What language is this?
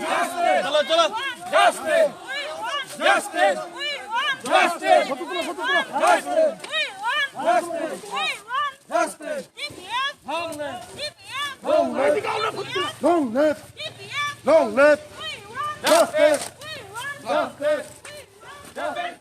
Kok Borok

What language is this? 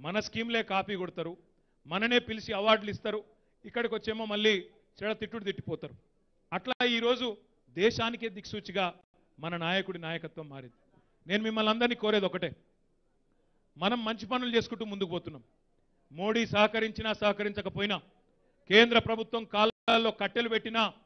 Telugu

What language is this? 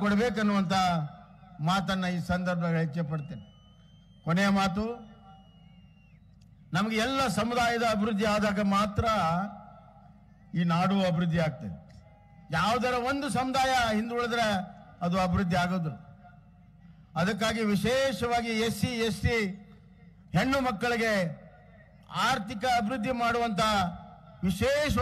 Kannada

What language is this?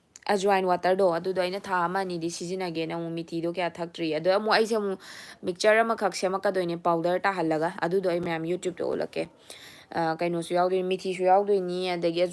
Manipuri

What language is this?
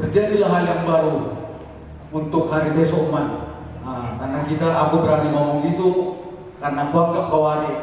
Batak Simalungun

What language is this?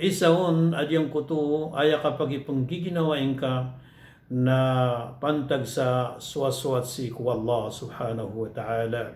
Maranao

